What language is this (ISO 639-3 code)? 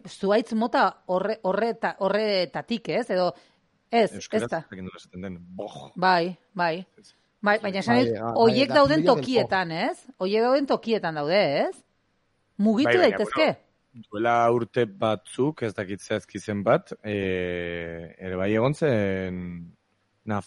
eus